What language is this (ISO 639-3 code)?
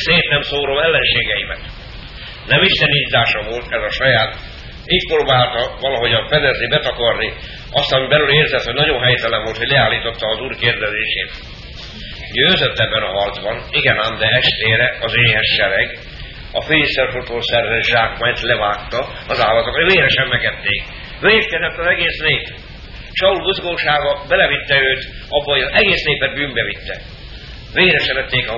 hun